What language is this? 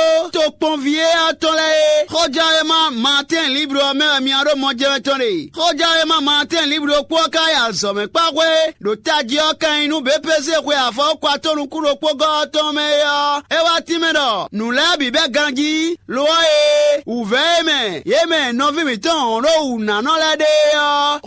Fon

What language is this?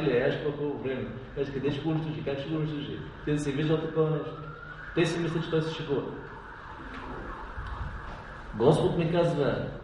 Bulgarian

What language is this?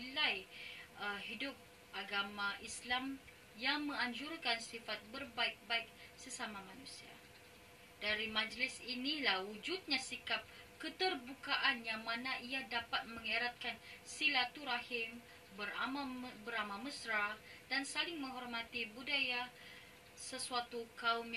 Malay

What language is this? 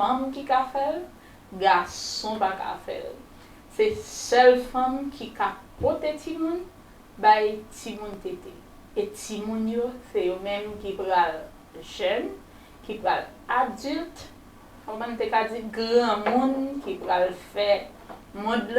Haitian Creole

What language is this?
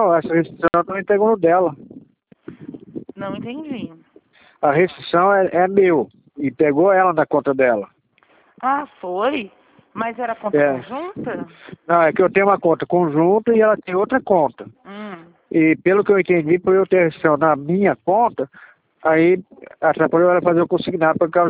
Portuguese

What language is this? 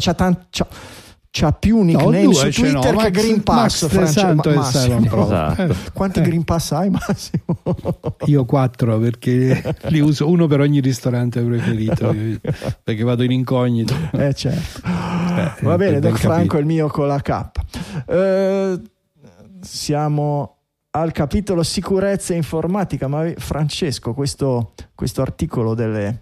Italian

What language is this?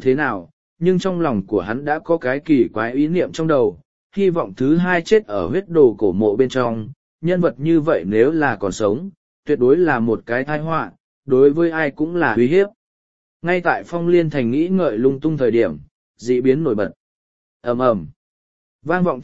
Vietnamese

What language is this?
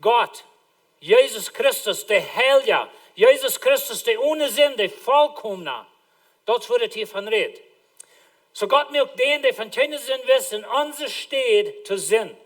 Plautdietsch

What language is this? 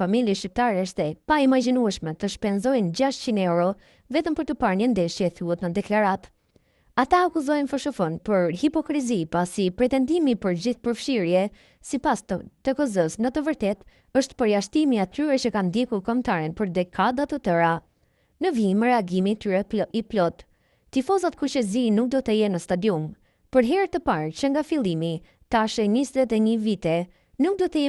Albanian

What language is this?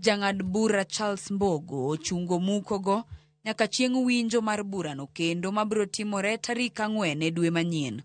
Luo (Kenya and Tanzania)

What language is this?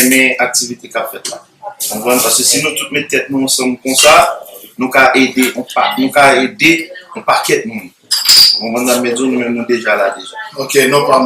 Haitian Creole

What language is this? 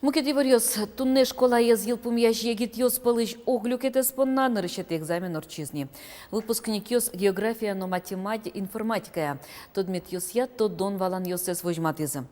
Udmurt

